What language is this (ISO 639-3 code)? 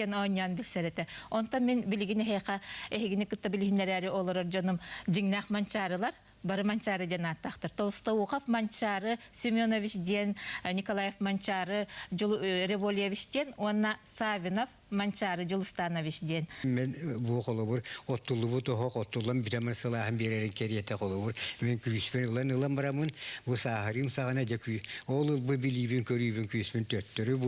sah